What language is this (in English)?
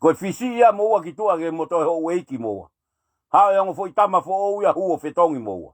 Tongan